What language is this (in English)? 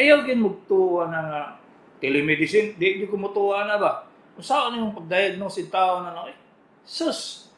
Cebuano